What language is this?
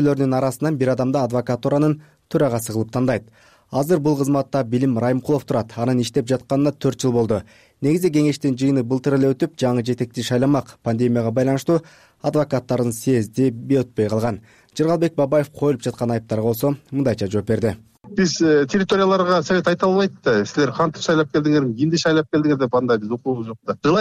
Kyrgyz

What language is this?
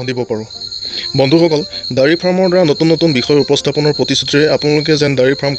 Assamese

